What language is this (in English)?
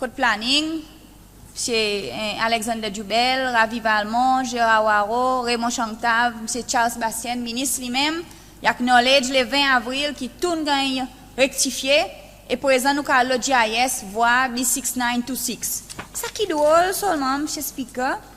Seselwa Creole French